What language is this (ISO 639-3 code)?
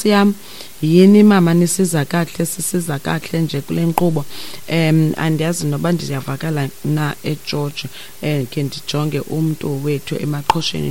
xho